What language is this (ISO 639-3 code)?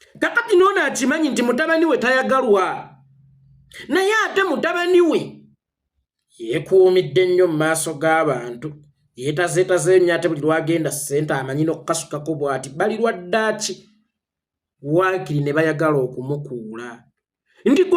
lug